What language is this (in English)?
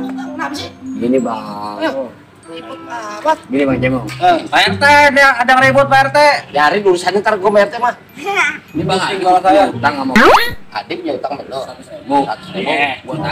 Betawi